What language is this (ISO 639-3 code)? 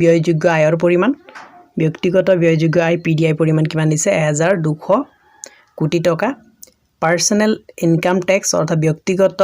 asm